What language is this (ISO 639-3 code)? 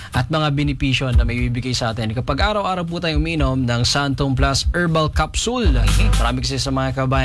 fil